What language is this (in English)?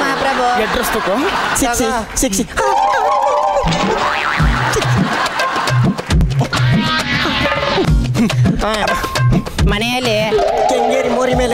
Kannada